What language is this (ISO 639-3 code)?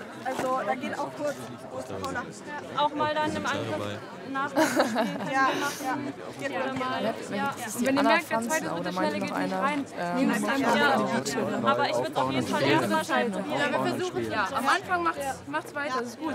deu